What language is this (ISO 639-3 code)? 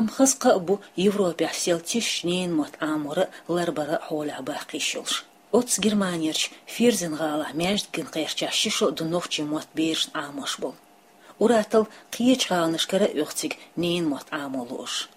che